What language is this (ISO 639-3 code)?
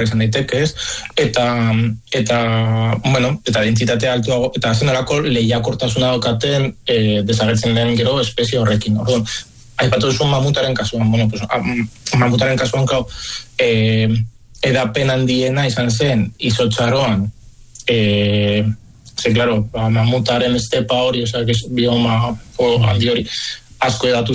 eus